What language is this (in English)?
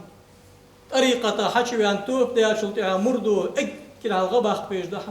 Ingush